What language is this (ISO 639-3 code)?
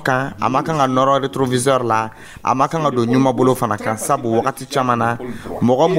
dyu